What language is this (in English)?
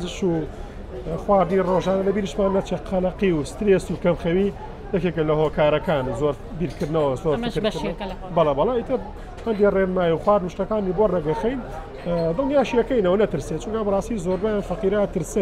Central Kurdish